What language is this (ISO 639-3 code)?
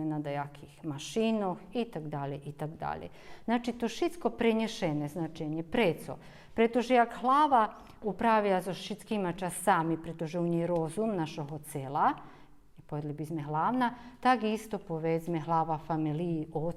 rue